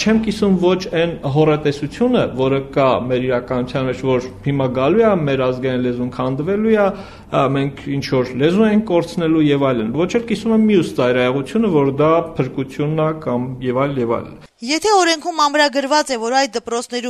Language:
Armenian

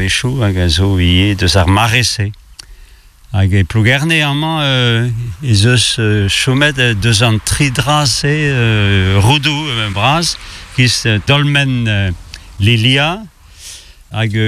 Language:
Breton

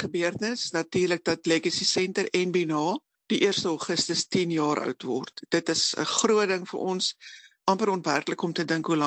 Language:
Afrikaans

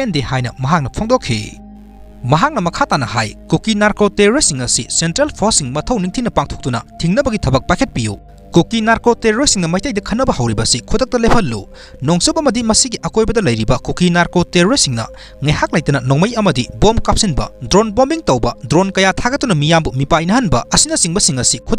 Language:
Manipuri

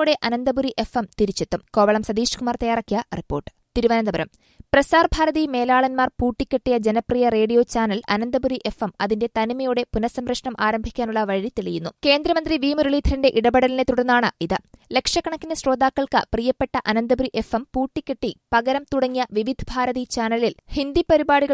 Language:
Malayalam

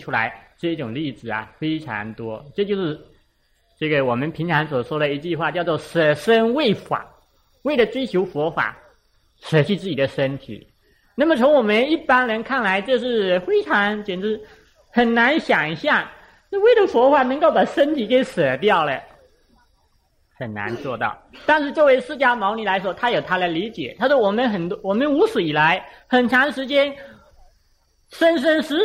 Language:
Chinese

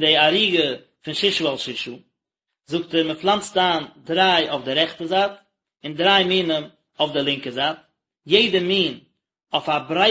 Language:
Yiddish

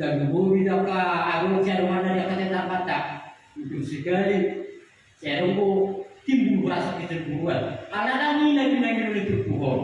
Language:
Batak Toba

